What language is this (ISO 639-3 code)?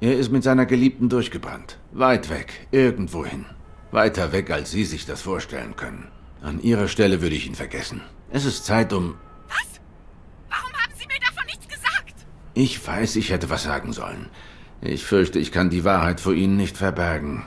gsw